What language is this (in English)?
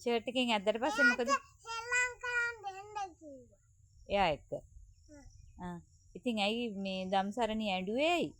Sinhala